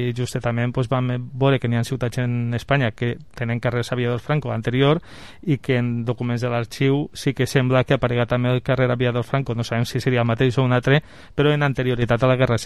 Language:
Catalan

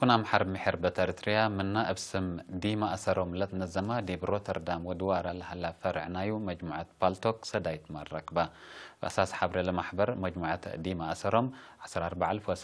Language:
Tigre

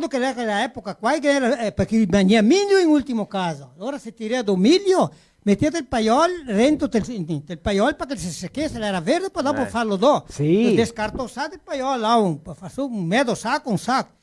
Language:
Venetian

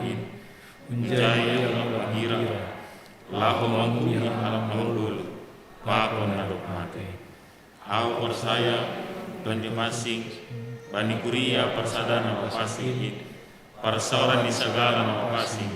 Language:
Batak Simalungun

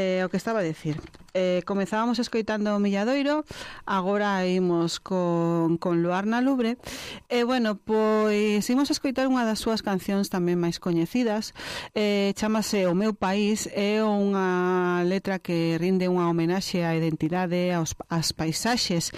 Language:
Galician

